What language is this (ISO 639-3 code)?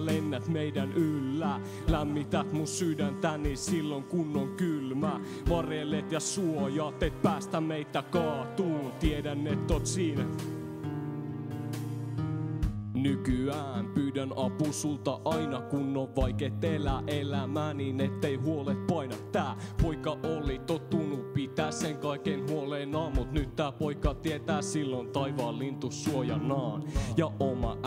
fin